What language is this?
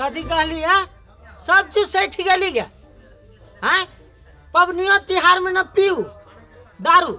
Maithili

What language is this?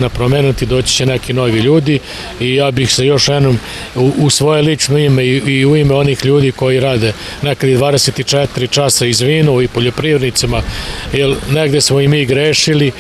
Serbian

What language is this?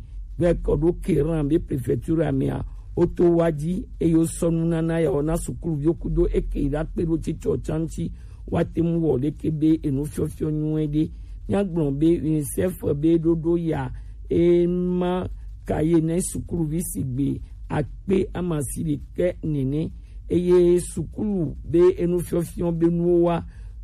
Gen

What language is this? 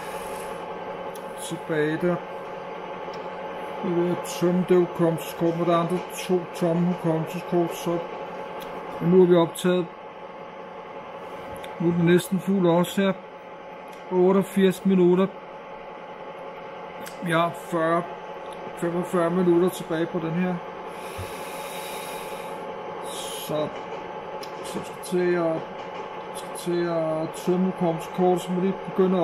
Danish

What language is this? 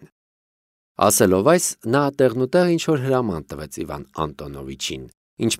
Armenian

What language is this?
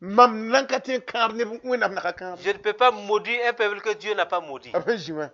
Mossi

